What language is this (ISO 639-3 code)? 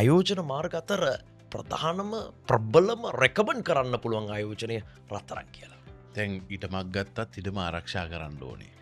sin